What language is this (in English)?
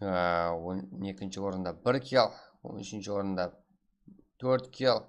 Kara-Kalpak